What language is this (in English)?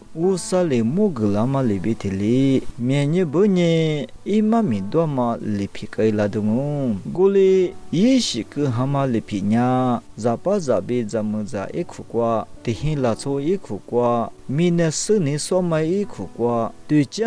Lisu